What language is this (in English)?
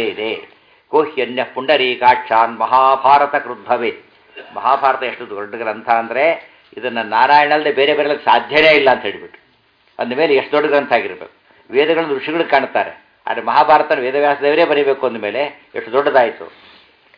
Kannada